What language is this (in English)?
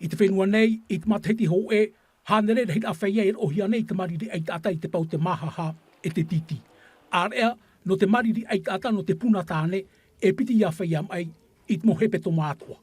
Tahitian